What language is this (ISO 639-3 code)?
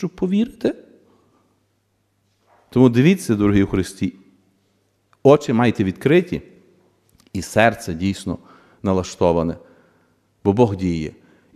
ukr